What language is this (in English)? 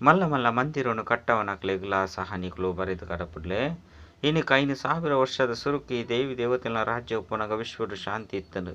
Tulu